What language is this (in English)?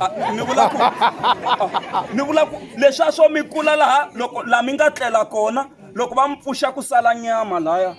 Tsonga